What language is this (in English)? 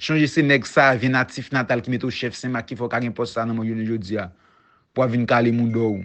Haitian Creole